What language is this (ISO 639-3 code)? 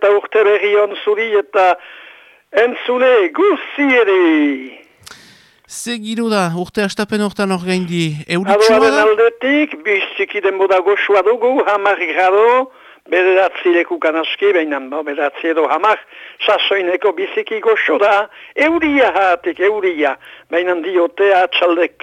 eus